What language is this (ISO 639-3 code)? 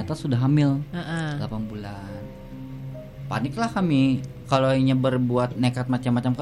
ind